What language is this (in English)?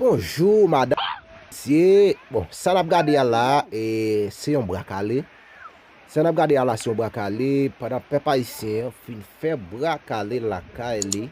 Haitian Creole